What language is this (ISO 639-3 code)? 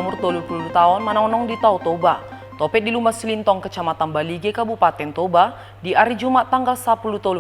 bbc